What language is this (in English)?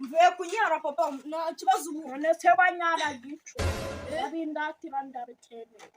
Kinyarwanda